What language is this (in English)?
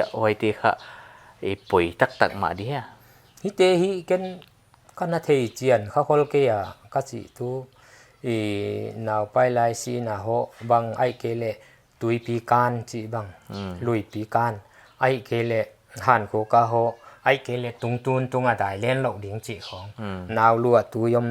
Paite Chin